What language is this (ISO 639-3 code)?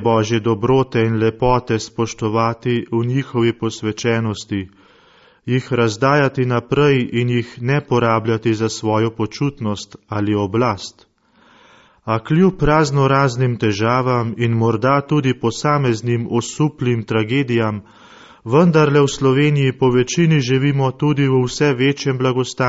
slv